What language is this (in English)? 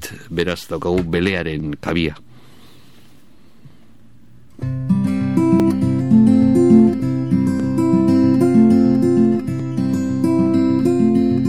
Basque